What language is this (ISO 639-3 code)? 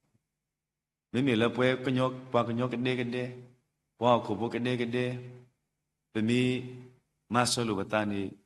ksw